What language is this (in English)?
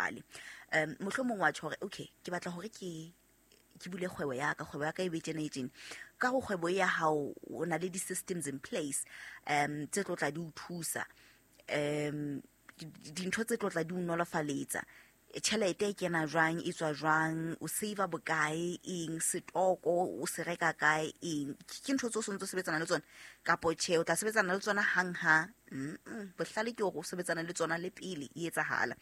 Southern Sotho